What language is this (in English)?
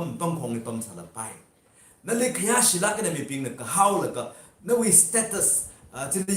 Tangkhul Naga (India)